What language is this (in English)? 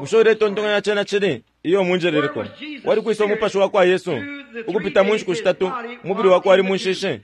Bemba